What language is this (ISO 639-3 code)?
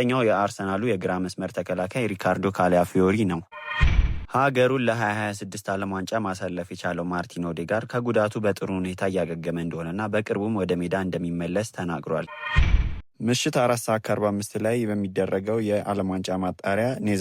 amh